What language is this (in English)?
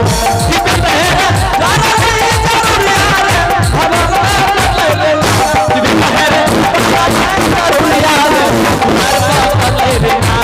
Angika